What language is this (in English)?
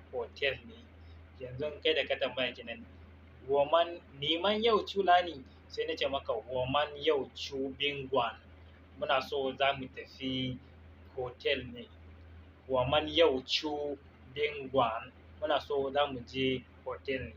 Hausa